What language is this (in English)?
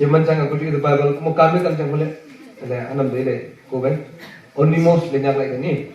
Wancho Naga